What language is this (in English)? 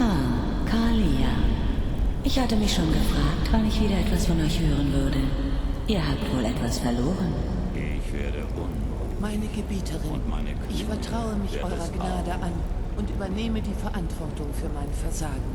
Bavarian